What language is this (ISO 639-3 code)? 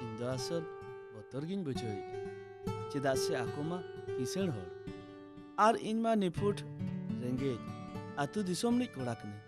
sat